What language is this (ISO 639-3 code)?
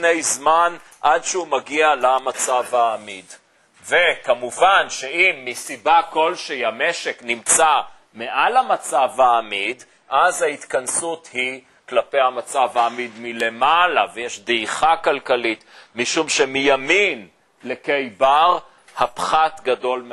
heb